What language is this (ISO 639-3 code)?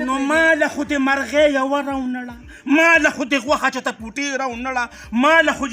pus